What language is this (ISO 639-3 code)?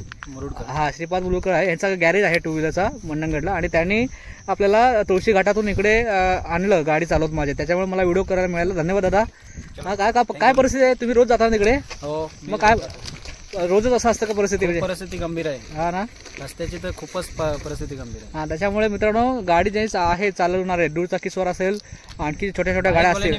mar